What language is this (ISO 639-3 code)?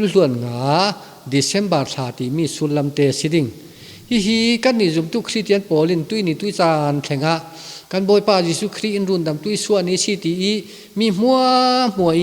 cfm